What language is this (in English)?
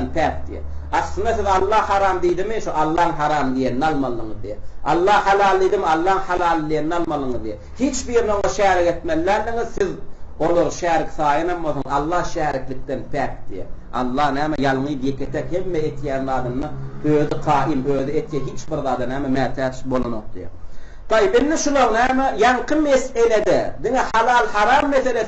Turkmen